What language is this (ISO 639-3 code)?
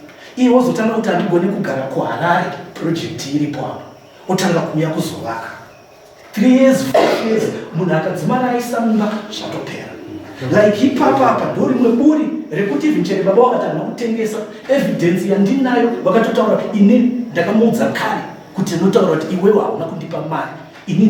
sna